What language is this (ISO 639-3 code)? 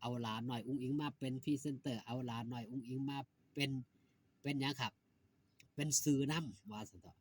tts